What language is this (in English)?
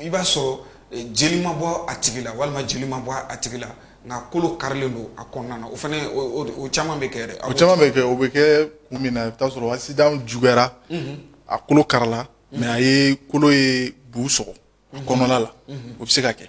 Bambara